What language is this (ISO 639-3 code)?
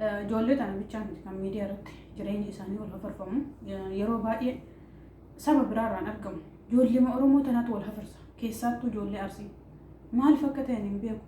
orm